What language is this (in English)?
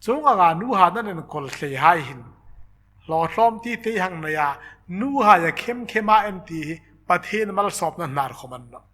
Hmar